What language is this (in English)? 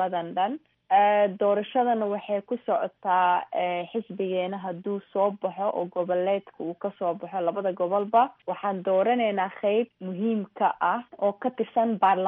Somali